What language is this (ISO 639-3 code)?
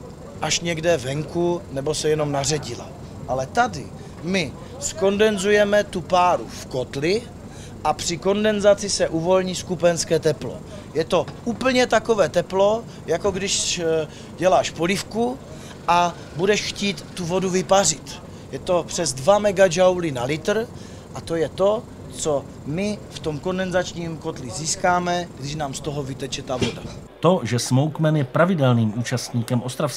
ces